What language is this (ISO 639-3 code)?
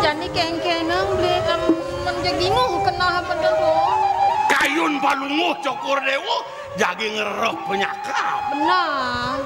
ban